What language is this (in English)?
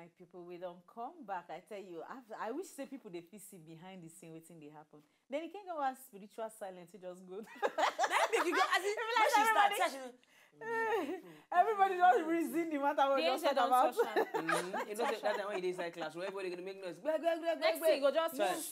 Nigerian Pidgin